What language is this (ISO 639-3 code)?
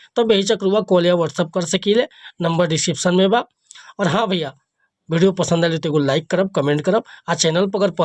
bho